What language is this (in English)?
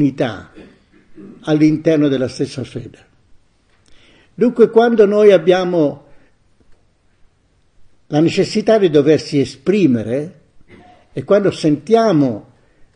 Italian